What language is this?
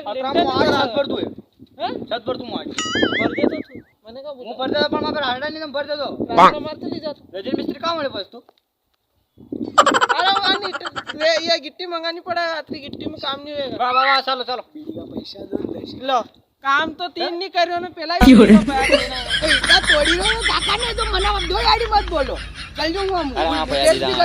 Rajasthani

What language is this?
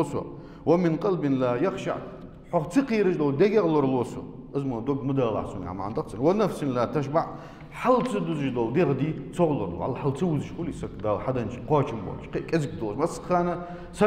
Ingush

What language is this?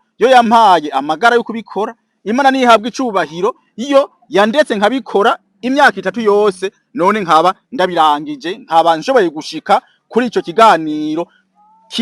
Rundi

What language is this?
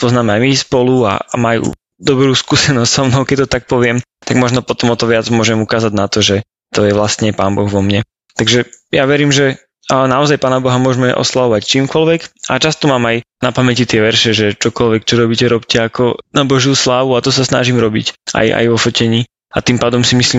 Slovak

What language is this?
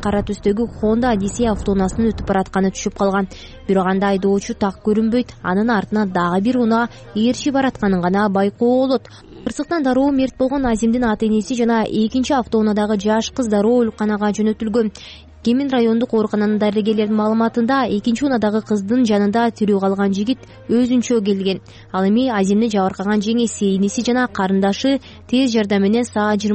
Kyrgyz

